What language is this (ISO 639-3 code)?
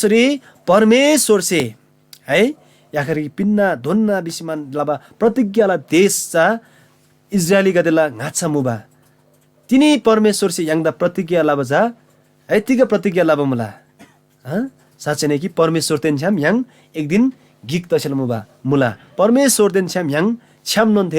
taj